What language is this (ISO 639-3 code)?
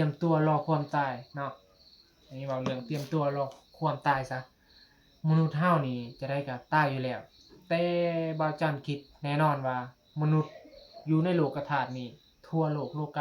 tts